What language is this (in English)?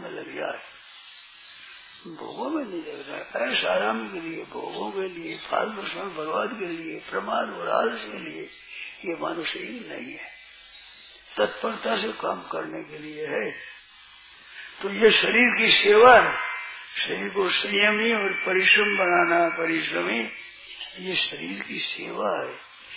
Hindi